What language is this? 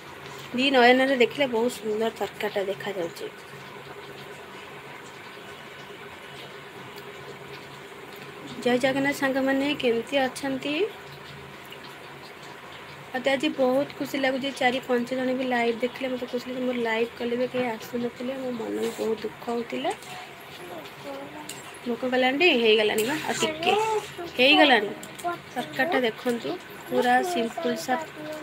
Odia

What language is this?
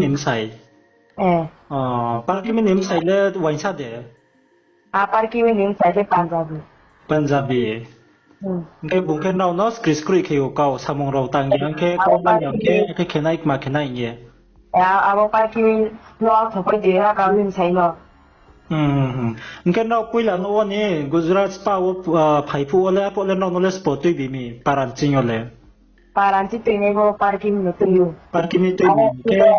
Riang (India)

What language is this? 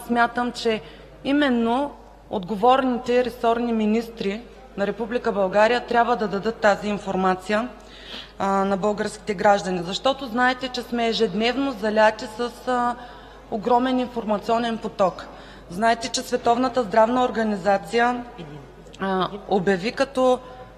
Bulgarian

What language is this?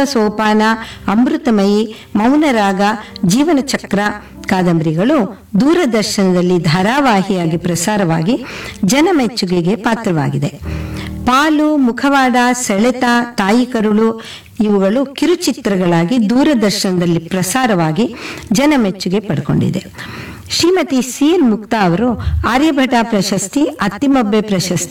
Kannada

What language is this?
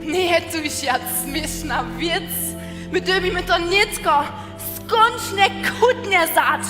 Upper Sorbian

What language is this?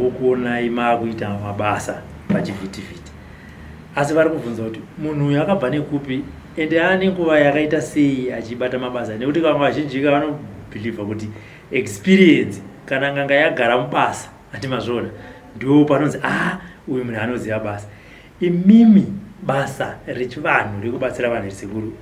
Shona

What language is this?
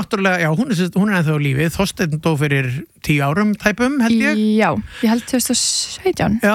Icelandic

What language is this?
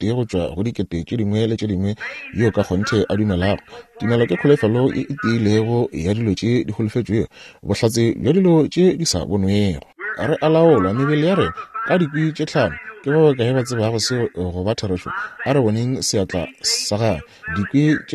Northern Sotho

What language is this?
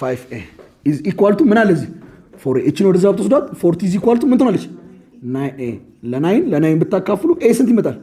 Amharic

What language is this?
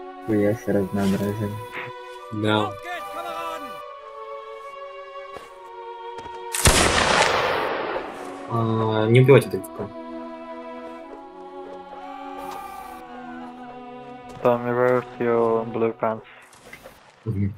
Russian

